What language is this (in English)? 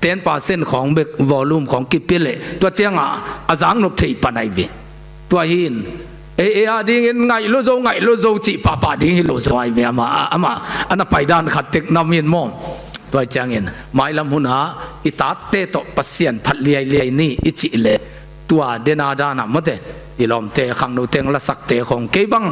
Tedim Chin